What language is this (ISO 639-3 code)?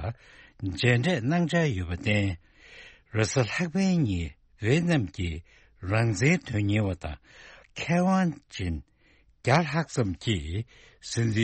bod